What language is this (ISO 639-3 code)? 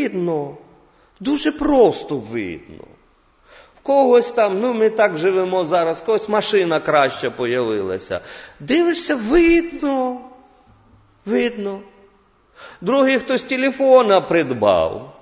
ukr